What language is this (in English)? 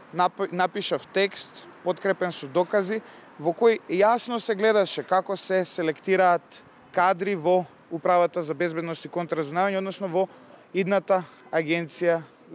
Macedonian